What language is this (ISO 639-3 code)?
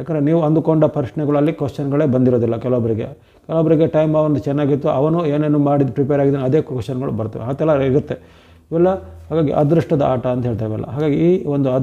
kan